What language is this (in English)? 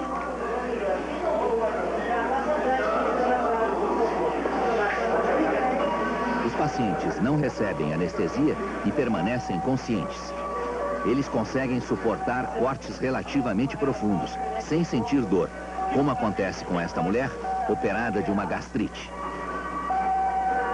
Portuguese